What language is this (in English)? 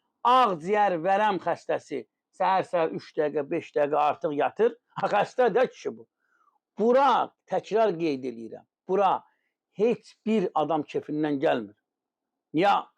Azerbaijani